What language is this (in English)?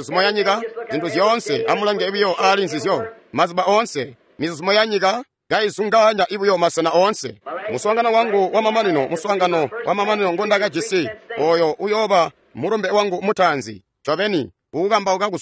Tonga (Zambia)